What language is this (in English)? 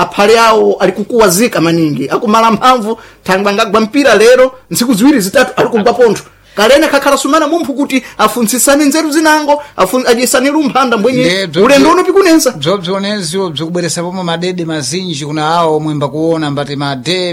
Sena